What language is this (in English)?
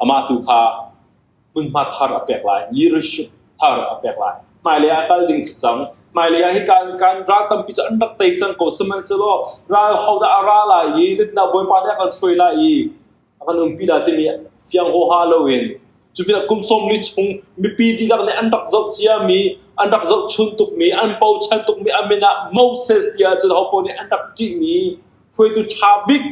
Hakha Chin